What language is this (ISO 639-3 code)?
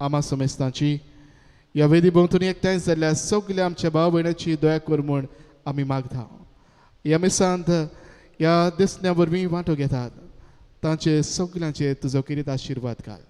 kok